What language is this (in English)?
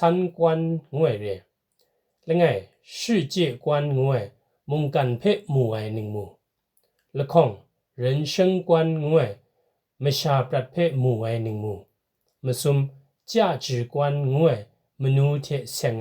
Kachin